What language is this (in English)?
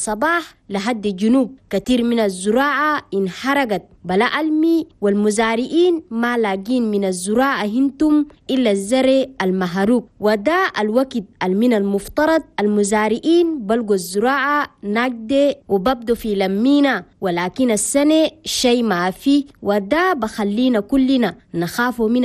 Chadian Arabic